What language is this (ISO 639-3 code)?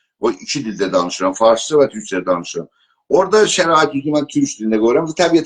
azb